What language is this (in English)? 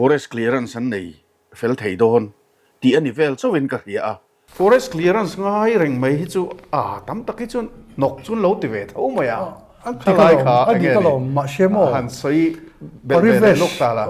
Mizo